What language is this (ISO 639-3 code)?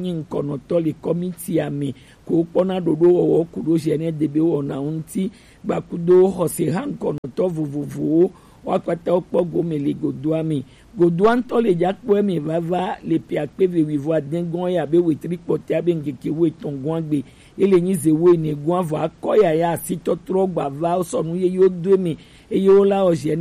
gej